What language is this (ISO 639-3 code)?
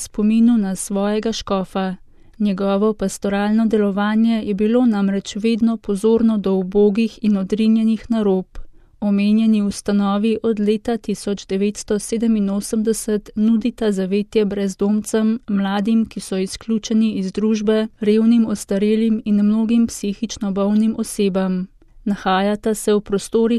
slv